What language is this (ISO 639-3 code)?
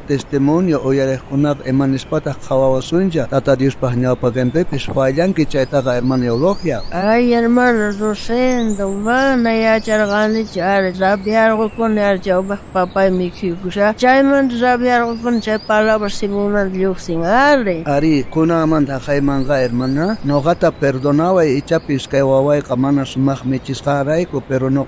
quh